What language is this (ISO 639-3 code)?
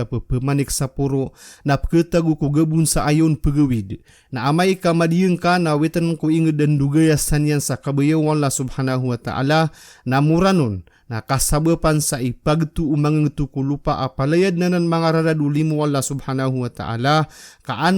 mrw